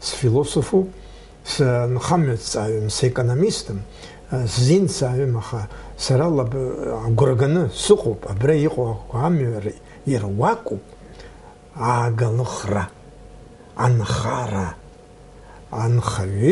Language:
Abkhazian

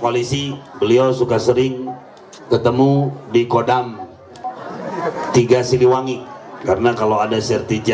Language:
Sundanese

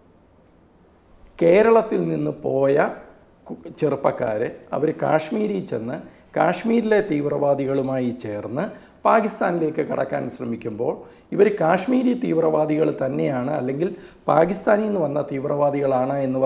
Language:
Malayalam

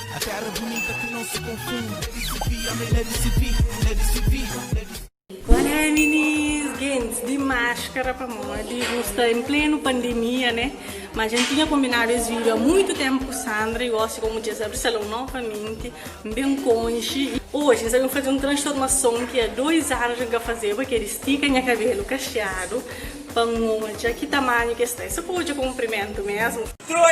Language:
Kabuverdianu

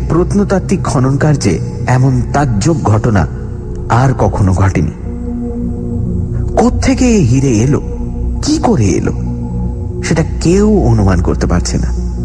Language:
Bangla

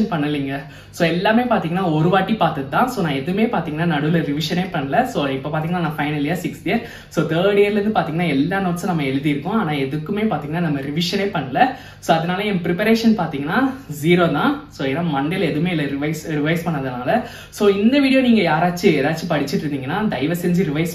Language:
Tamil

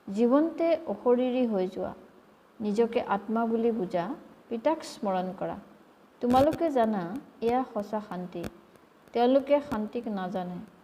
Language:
Assamese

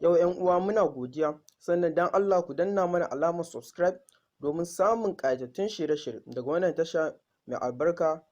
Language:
Hausa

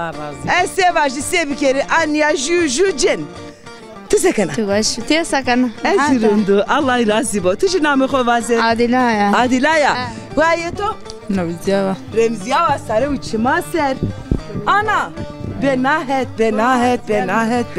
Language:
Zaza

